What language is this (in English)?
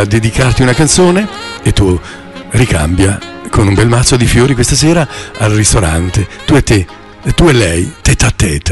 Italian